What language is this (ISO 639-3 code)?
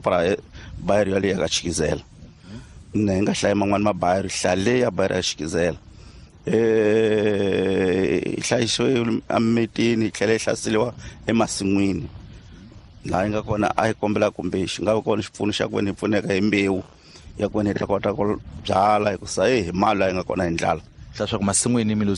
tso